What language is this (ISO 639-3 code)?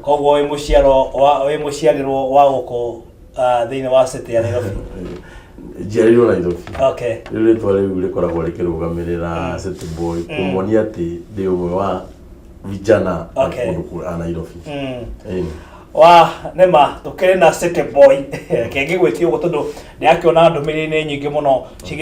kik